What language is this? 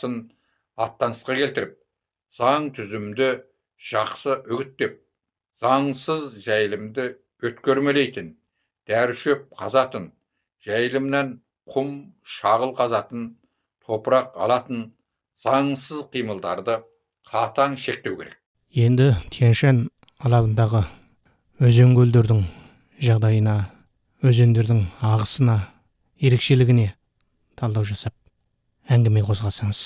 Kazakh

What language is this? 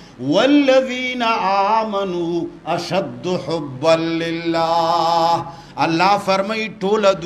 Pashto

